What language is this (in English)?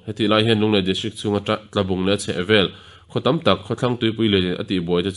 Mizo